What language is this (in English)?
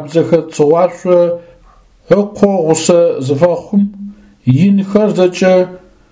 Adyghe